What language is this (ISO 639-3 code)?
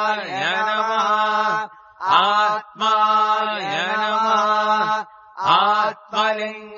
san